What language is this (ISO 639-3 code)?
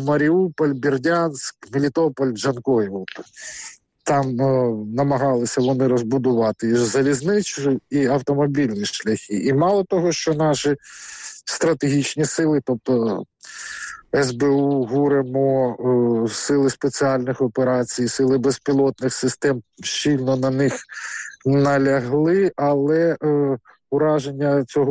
ukr